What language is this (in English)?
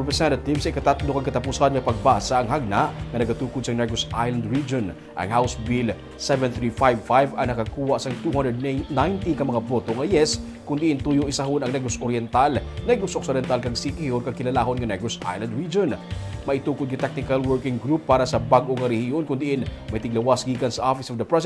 Hiligaynon